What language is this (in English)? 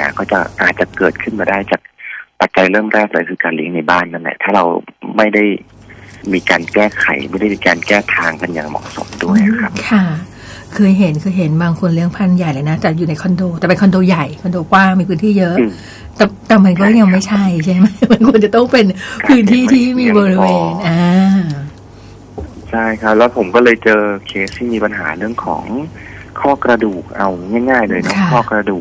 Thai